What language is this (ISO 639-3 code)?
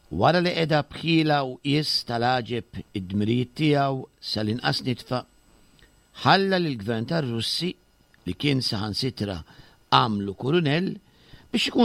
mlt